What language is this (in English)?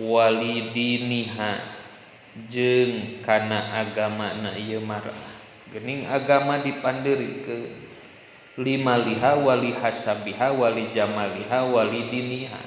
Sundanese